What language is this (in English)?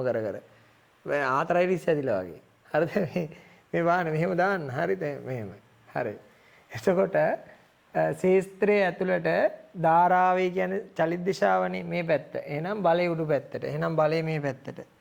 Sinhala